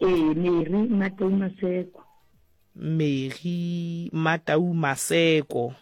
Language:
Southern Sotho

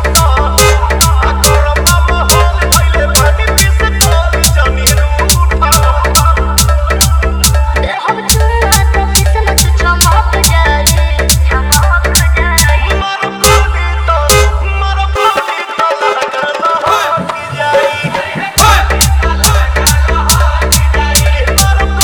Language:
Bhojpuri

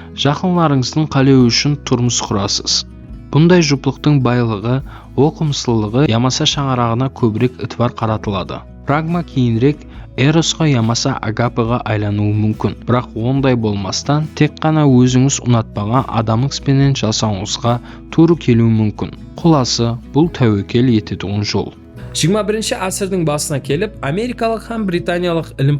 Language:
Kara-Kalpak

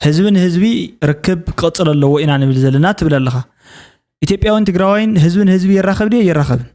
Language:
Tigrinya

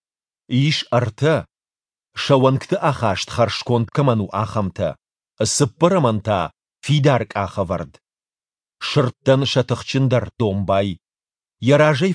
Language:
Ossetic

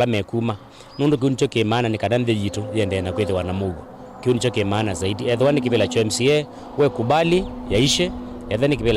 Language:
Kamba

